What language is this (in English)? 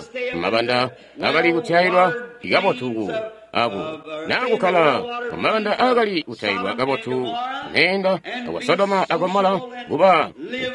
Tonga (Zambia)